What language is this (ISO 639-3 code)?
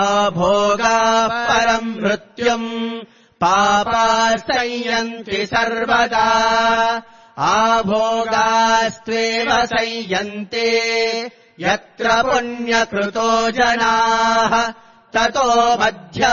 san